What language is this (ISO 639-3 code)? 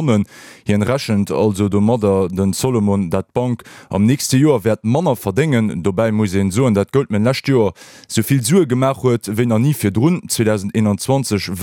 ltz